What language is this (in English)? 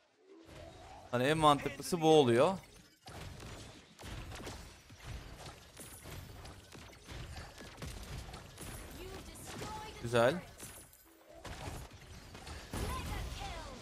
Turkish